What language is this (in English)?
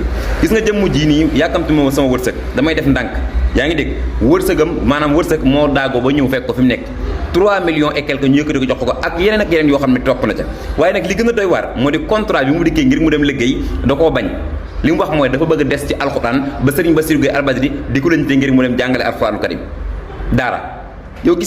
Wolof